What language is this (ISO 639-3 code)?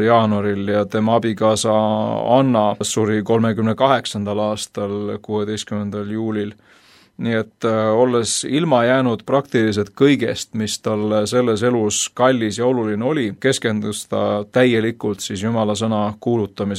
est